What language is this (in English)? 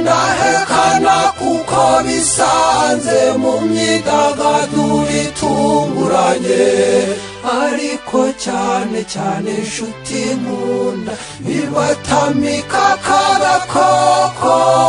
Kinyarwanda